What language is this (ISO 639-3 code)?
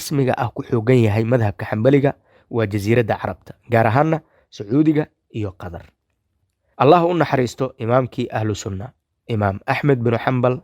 som